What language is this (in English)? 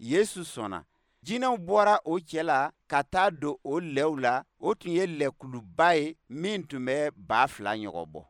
Bambara